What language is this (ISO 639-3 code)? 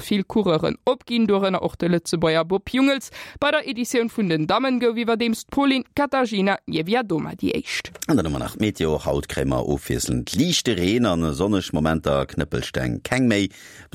ltz